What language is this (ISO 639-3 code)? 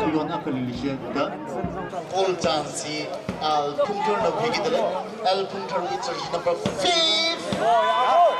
nmf